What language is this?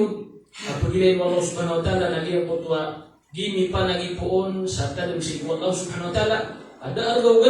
Maranao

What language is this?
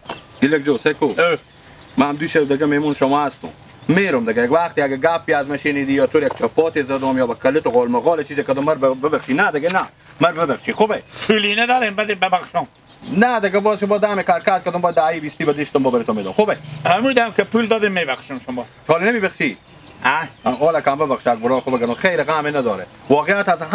Hazaragi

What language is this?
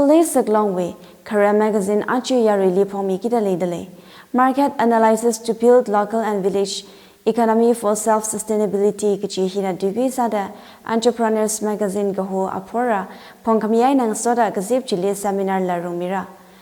Tangkhul Naga (India)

